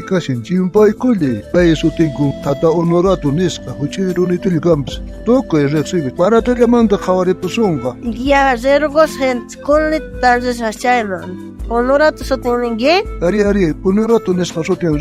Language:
South Bolivian Quechua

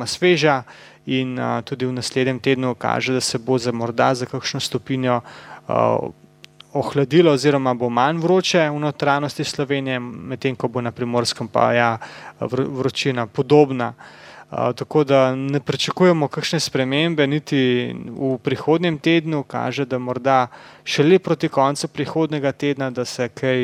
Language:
Slovenian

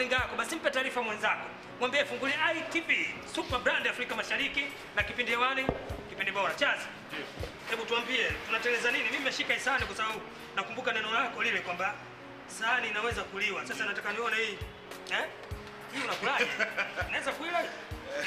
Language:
Swahili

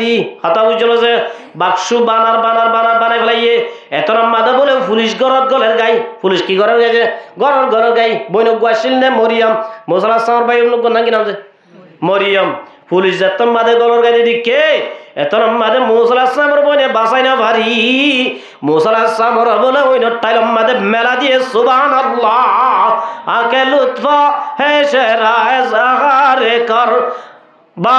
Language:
Rohingya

